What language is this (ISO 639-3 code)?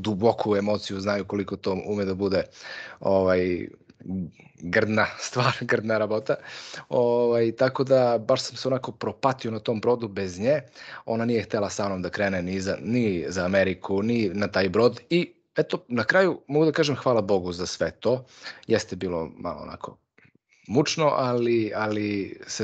srp